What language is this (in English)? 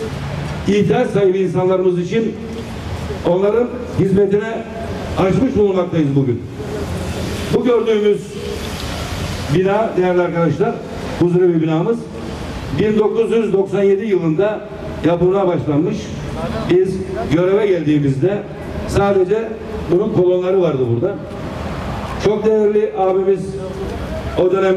Turkish